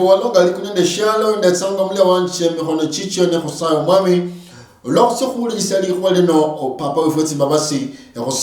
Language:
Luyia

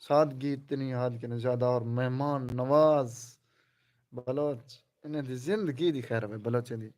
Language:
Saraiki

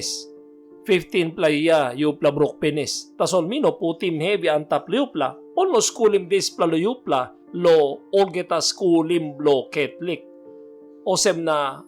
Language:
Tok Pisin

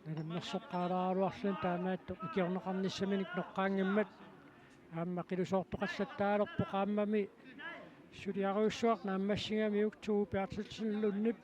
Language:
Kalaallisut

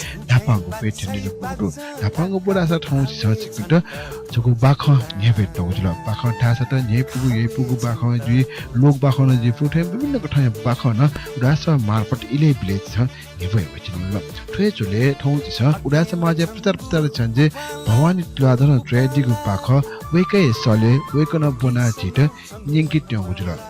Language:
Newari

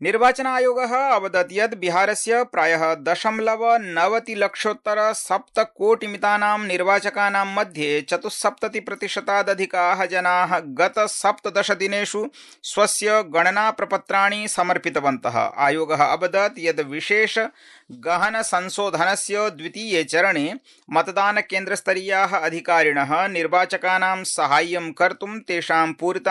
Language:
Sanskrit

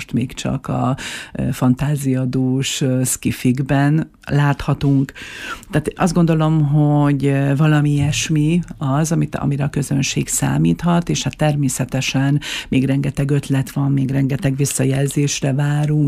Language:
Hungarian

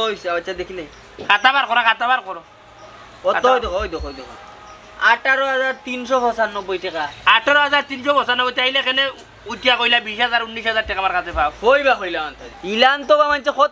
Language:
Sylheti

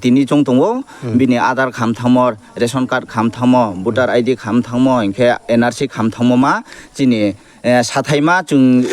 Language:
Riang (India)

